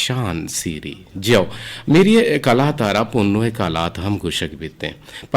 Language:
Eastern Balochi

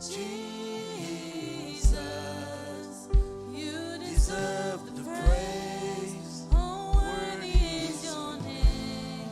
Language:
Marshallese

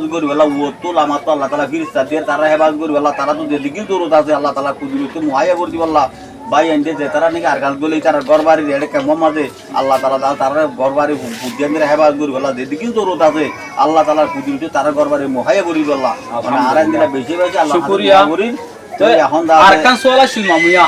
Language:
Rohingya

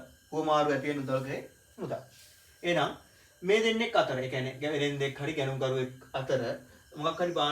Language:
Sinhala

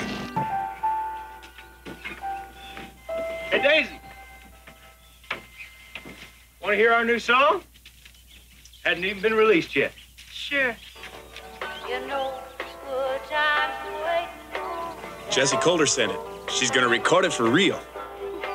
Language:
English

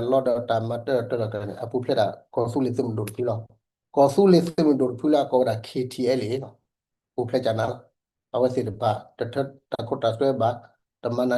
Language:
S'gaw Karen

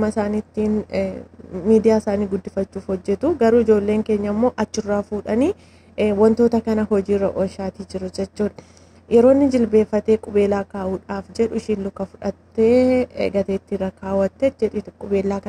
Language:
Oromo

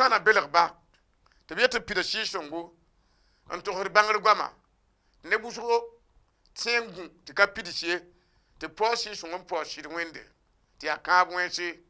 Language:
Mossi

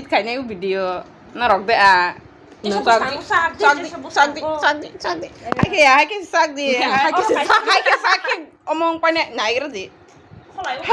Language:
Kok Borok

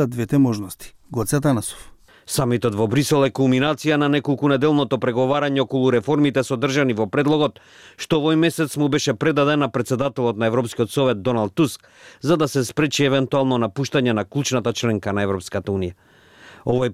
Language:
Macedonian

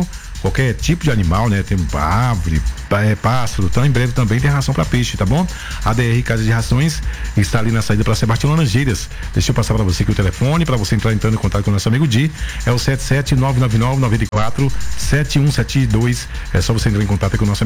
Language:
Portuguese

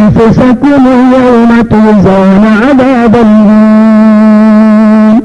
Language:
Maranao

